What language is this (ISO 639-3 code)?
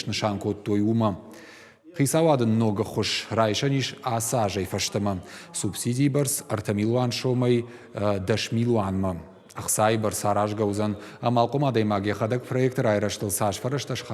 oss